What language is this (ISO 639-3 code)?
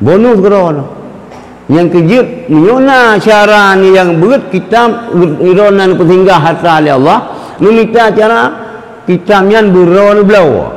ace